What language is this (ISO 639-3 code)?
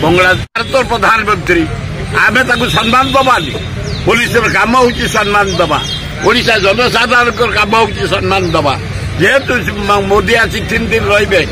ori